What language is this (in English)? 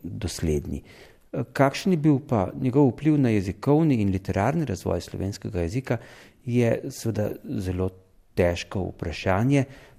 Slovenian